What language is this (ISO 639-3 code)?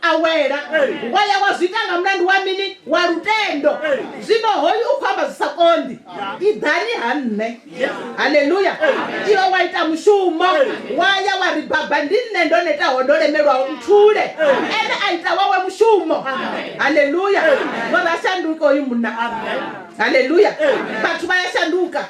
ven